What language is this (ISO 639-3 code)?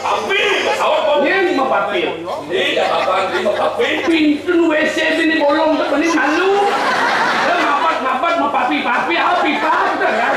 ban